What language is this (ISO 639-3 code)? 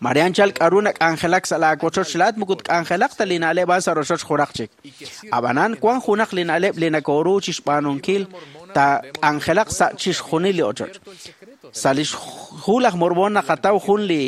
kek